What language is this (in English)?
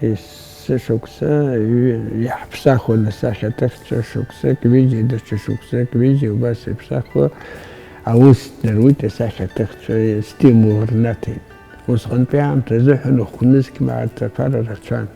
Abkhazian